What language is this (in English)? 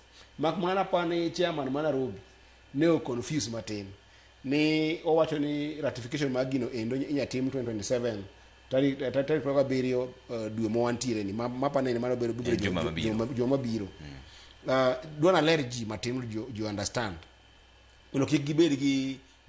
Luo (Kenya and Tanzania)